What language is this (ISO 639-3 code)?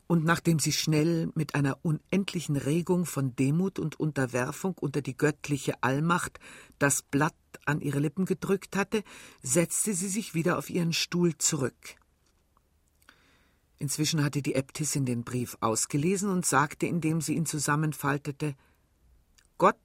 deu